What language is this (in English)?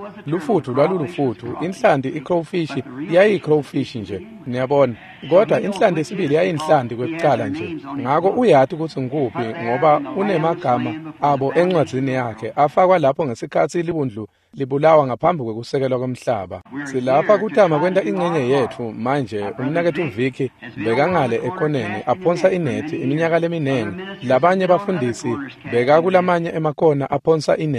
Swati